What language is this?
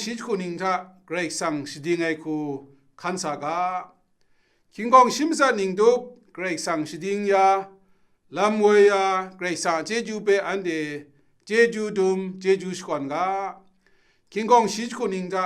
Kachin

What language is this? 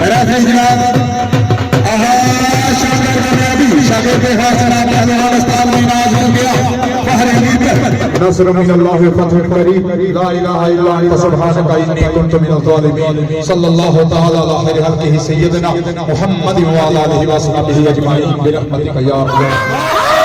Pahari-Potwari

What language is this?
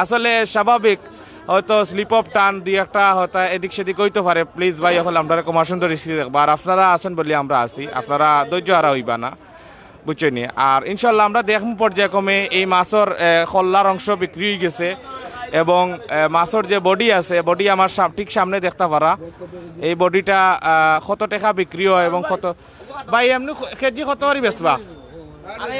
Sylheti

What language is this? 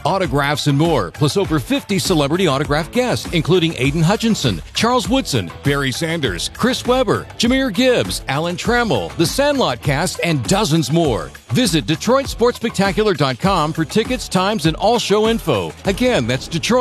English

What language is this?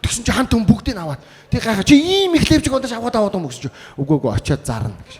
Mongolian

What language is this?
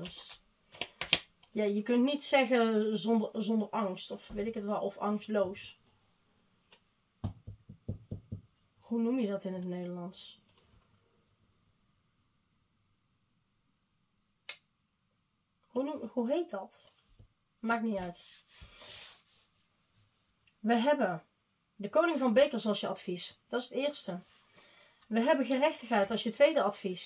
Dutch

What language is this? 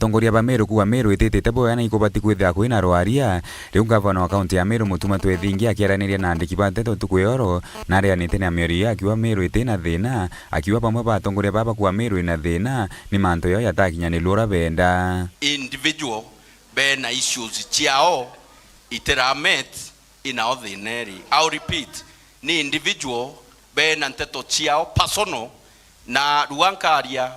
Meru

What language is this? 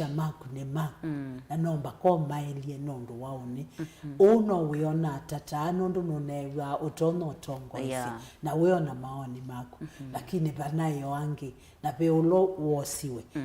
Kamba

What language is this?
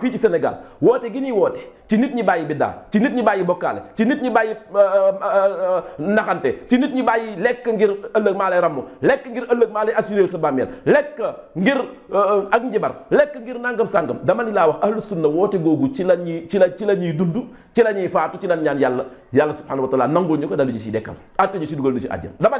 Wolof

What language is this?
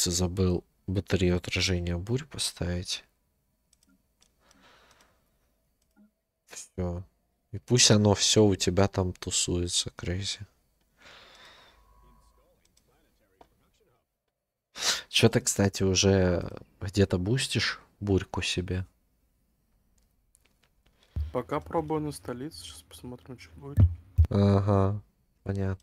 Russian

